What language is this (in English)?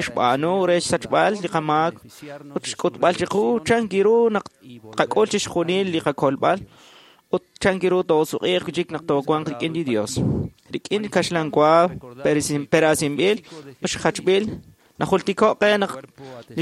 Kekchí